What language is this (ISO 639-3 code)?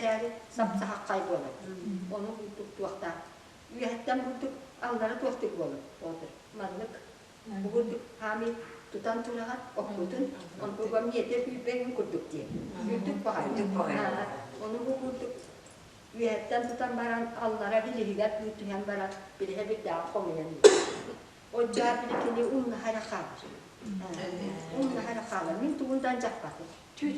sah